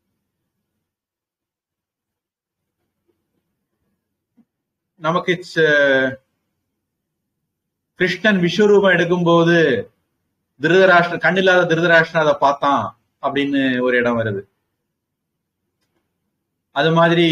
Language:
Tamil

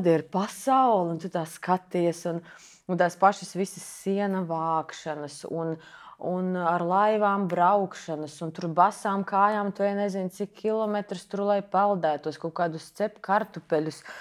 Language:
Latvian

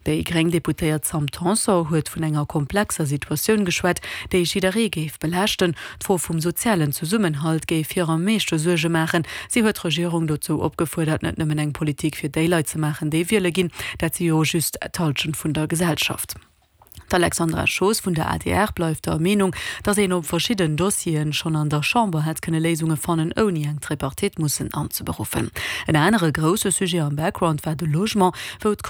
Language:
Luxembourgish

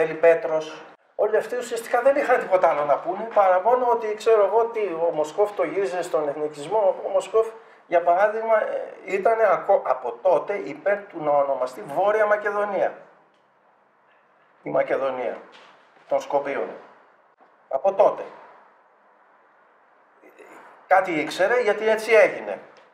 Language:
Greek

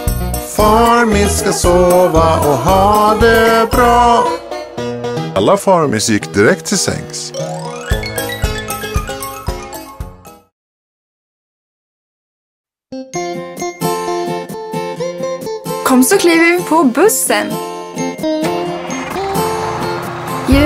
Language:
Swedish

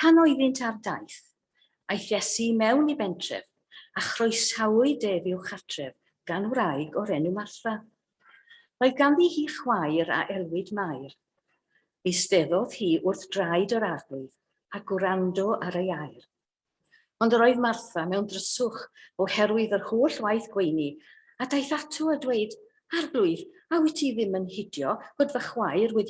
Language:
Welsh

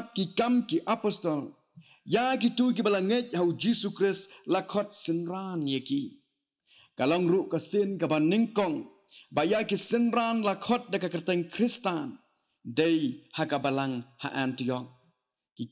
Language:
Khasi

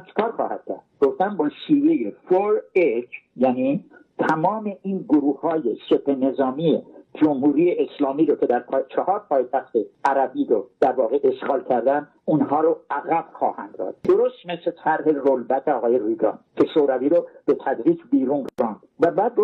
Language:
Persian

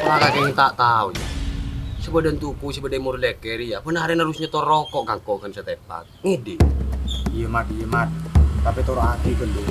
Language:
Madurese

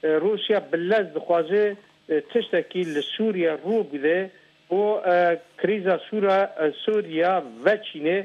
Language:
Kurdish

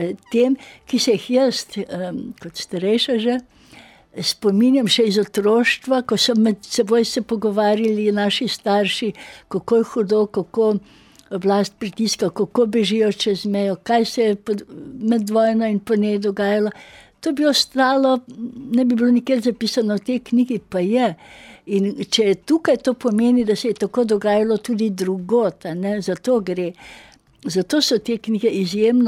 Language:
Slovenian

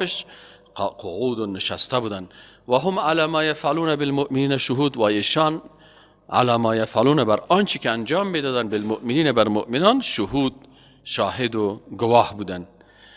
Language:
Persian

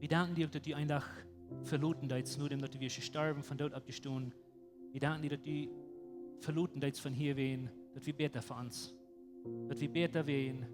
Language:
Plautdietsch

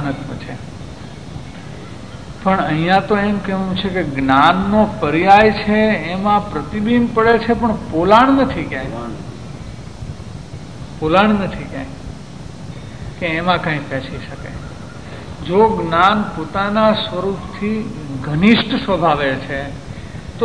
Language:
Gujarati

